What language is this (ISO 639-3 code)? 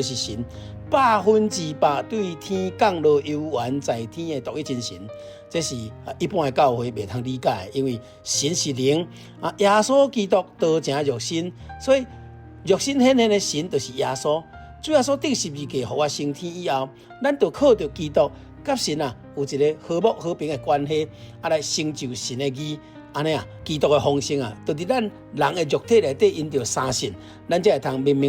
nan